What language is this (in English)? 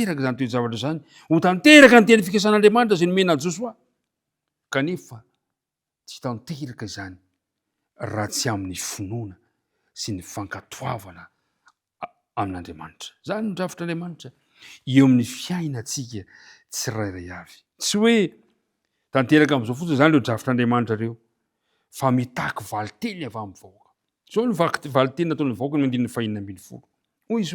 Malagasy